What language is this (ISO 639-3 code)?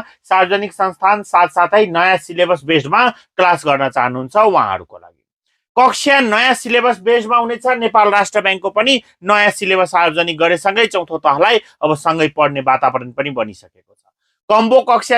nep